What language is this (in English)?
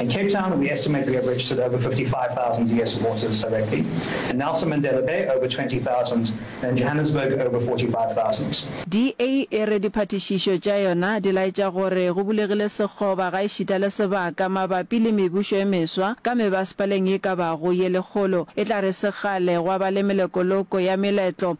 Northern Sotho